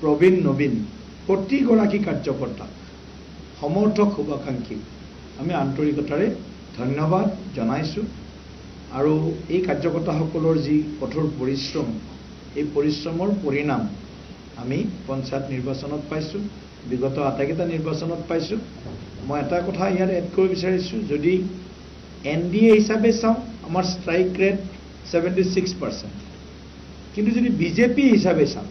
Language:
Assamese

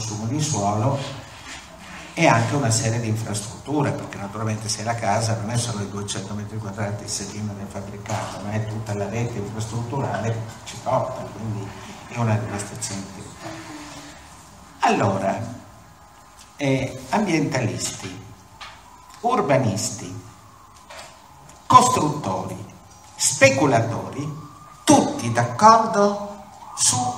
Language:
Italian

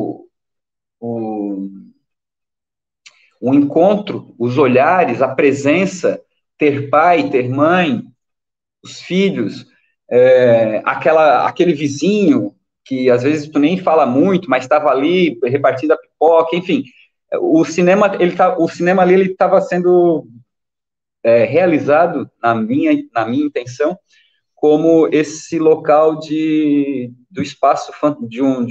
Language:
Portuguese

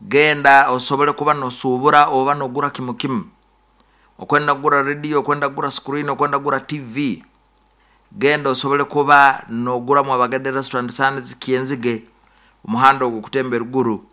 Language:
Nyoro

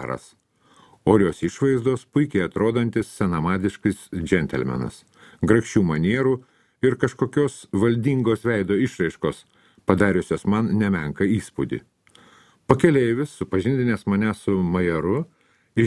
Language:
Lithuanian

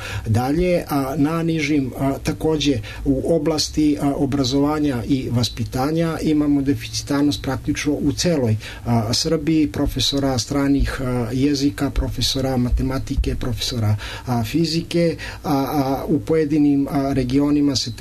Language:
Serbian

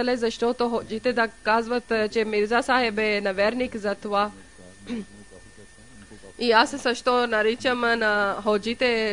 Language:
Bulgarian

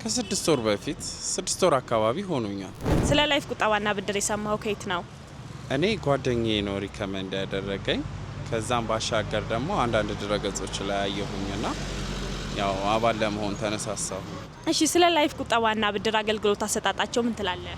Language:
Amharic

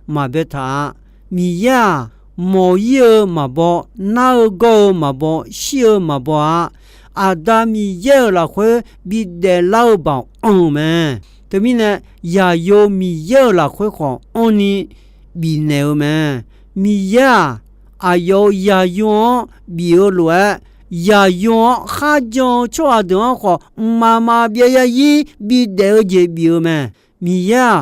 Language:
Akha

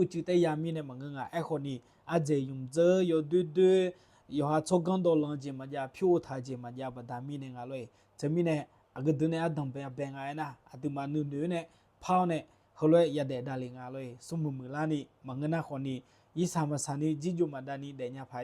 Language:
Akha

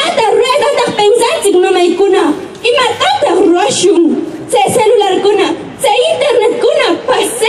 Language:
Huaylas Ancash Quechua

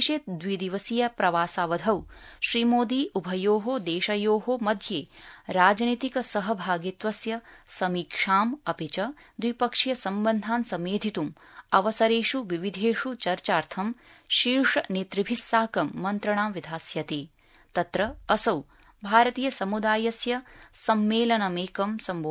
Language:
Sanskrit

